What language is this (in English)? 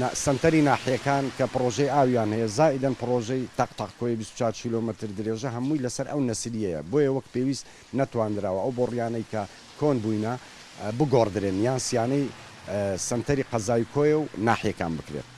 Central Kurdish